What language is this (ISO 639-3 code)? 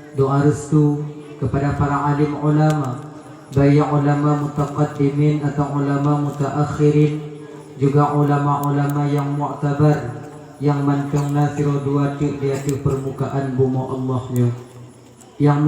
ace